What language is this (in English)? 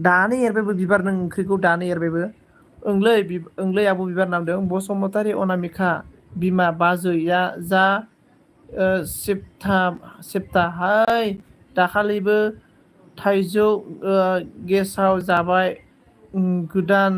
Bodo